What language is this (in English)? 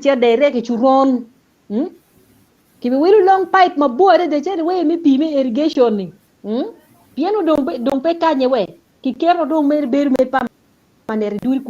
Acoli